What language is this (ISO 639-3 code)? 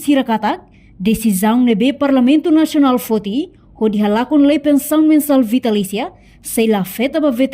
tet